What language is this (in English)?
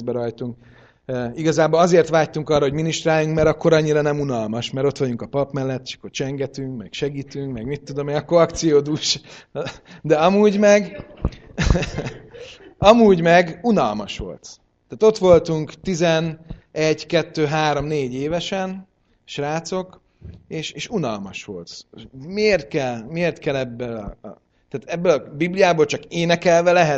Hungarian